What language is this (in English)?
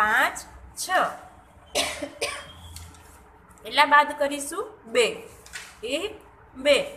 Gujarati